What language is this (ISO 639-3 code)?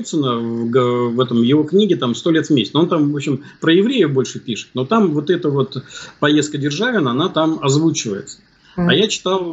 rus